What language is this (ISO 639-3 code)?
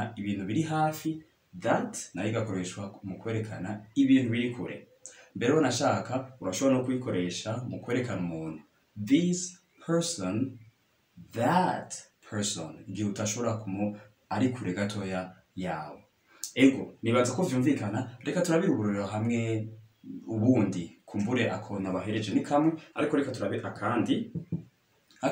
run